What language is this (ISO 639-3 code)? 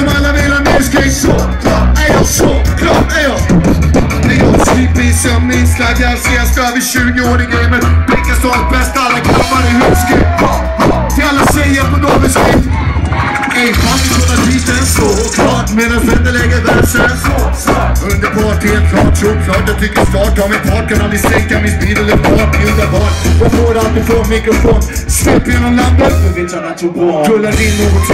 swe